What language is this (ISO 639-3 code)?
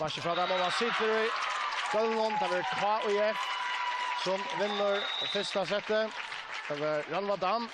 fao